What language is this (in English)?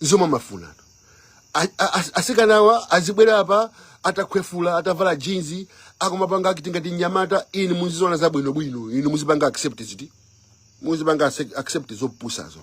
Nyanja